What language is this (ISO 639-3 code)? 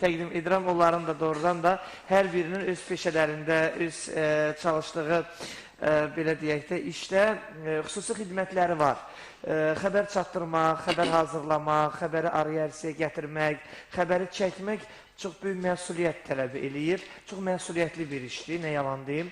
aze